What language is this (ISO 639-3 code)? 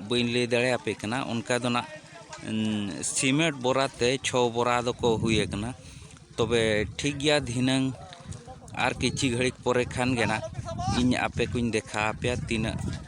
sat